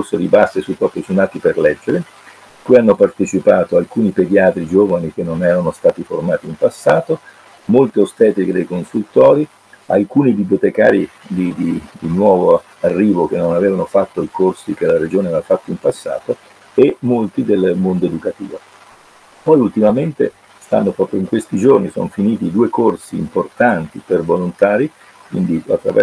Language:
Italian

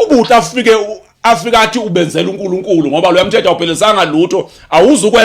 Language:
Zulu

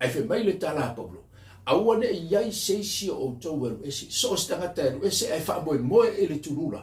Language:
Samoan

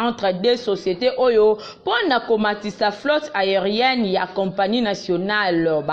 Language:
Lingala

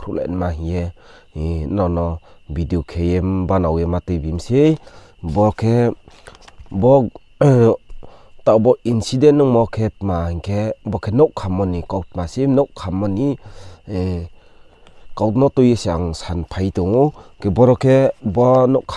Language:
Riang (India)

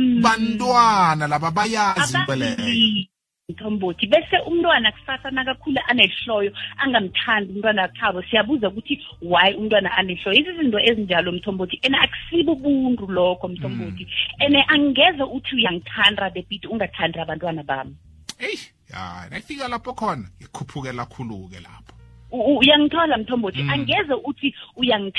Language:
South Ndebele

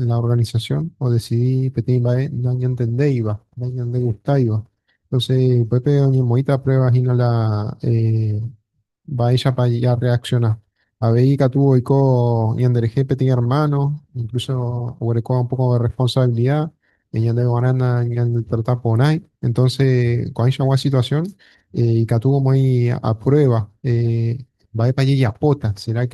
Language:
Guarani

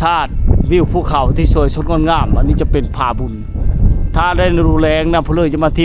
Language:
Lao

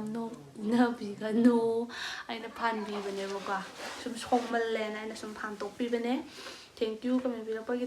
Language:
Manipuri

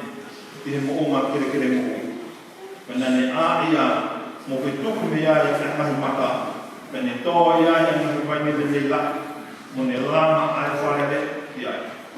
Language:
Tongan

